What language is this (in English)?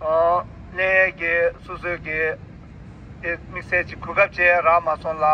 Tibetan